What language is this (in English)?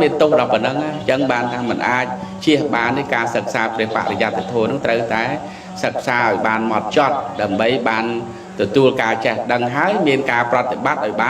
Khmer